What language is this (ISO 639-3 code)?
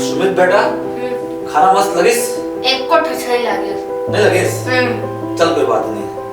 hne